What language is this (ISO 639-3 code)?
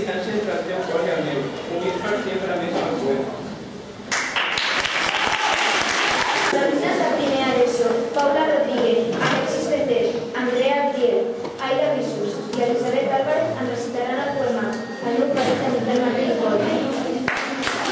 cat